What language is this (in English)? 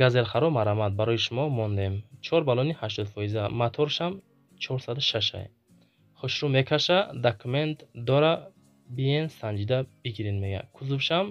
Tajik